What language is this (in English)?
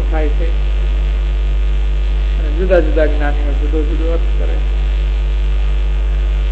Gujarati